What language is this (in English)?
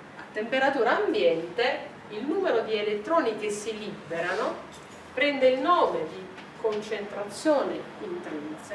Italian